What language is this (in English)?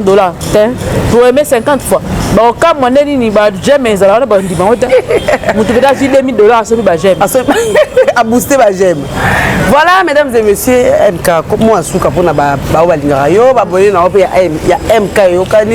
Lingala